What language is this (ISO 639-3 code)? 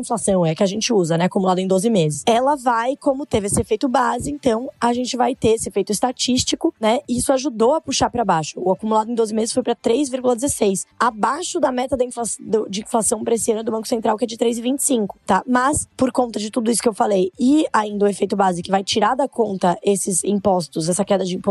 por